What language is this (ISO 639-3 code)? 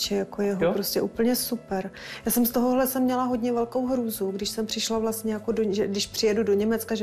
ces